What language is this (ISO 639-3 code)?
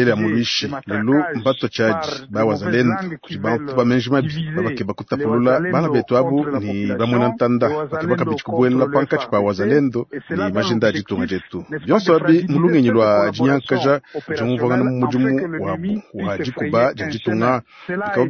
lua